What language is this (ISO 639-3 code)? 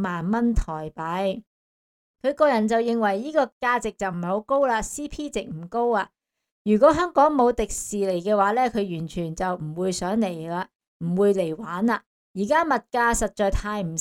yue